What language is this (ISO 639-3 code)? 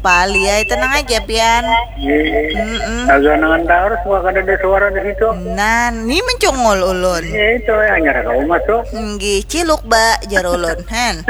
bjn